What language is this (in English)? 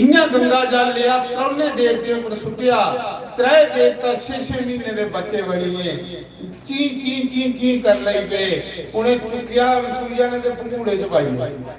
Dogri